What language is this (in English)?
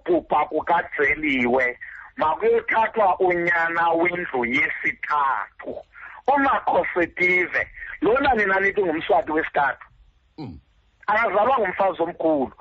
Xhosa